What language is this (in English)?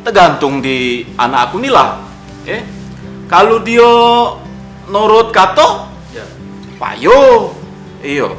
Musi